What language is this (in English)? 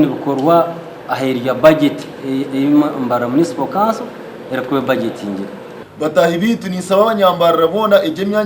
Nyankole